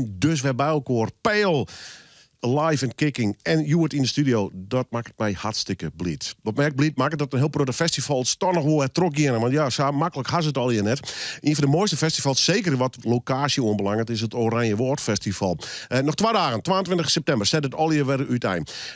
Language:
Western Frisian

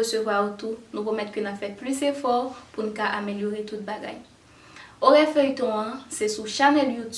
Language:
Haitian Creole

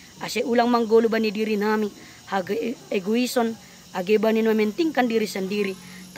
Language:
Batak Simalungun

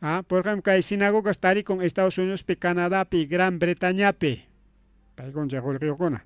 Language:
Ayacucho Quechua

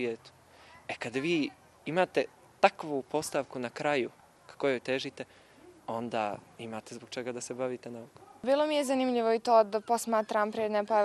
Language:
Bosnian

